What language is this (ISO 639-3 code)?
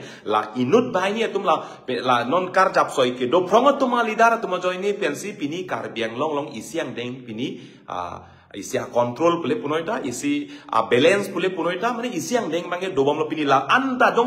mjw